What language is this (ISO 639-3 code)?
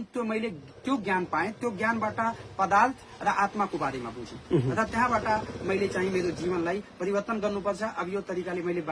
nep